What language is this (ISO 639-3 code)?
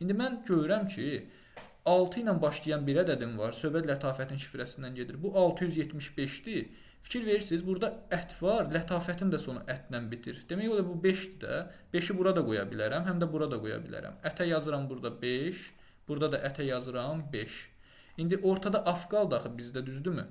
aze